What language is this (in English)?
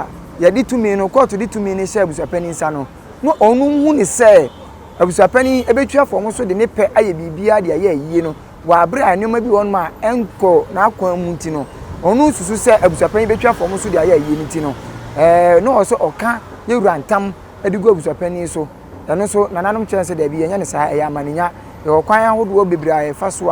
Akan